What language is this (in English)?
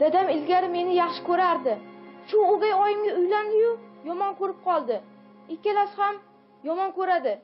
Uzbek